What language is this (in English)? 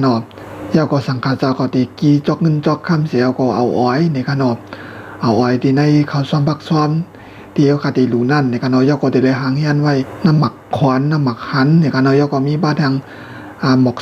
Shan